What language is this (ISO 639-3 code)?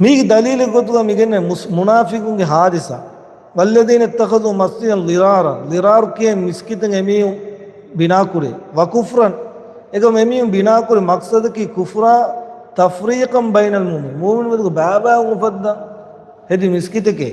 div